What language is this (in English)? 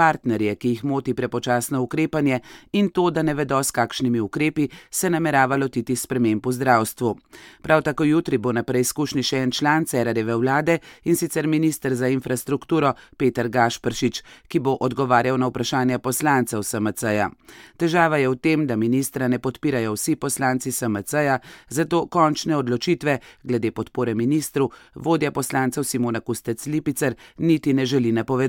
Slovenian